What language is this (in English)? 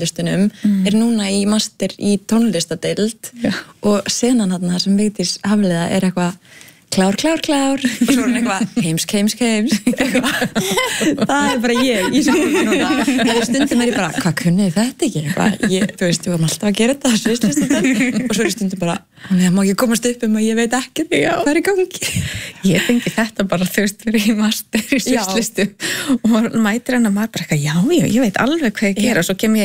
Icelandic